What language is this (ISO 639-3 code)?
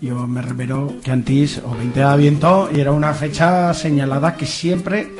arg